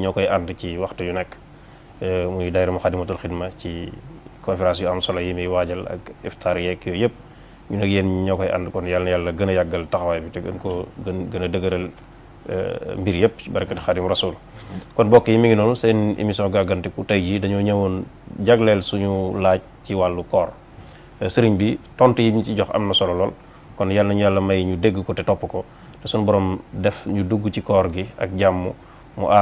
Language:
Wolof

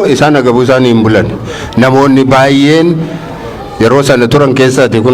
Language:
Oromo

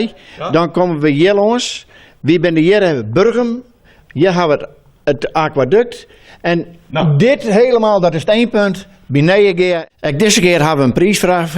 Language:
Western Frisian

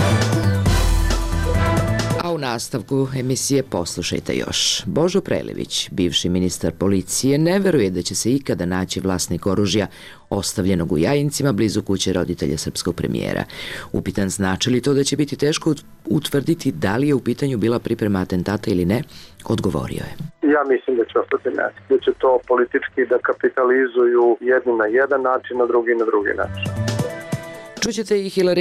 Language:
Serbian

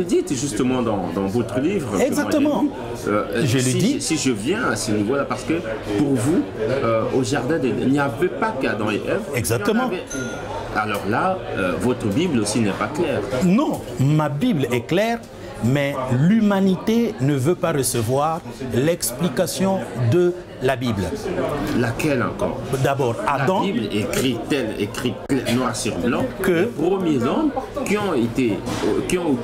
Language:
French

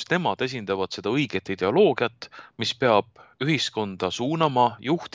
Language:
Estonian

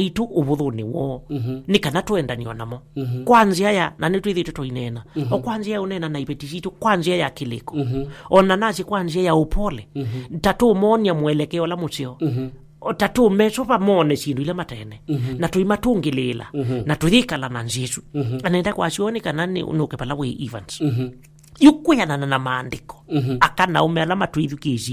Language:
Kamba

